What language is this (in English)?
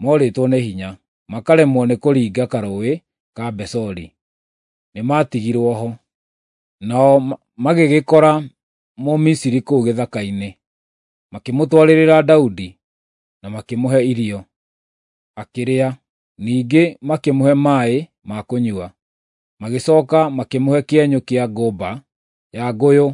Kikuyu